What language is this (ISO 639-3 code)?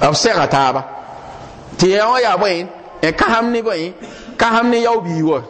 mos